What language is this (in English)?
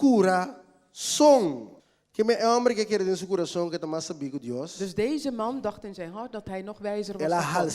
Papiamento